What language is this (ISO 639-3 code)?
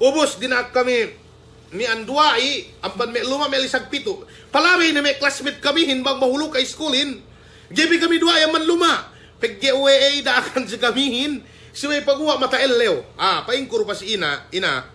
yka